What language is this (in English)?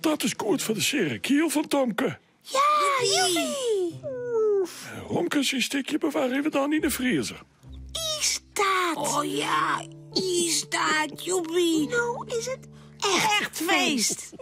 Western Frisian